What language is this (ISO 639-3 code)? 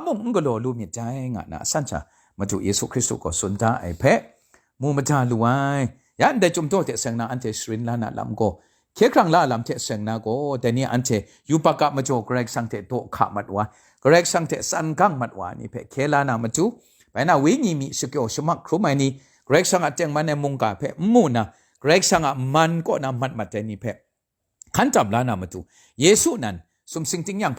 kac